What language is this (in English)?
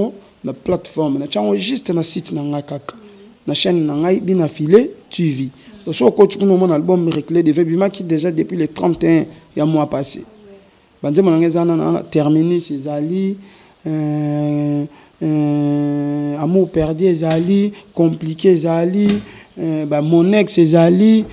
Lingala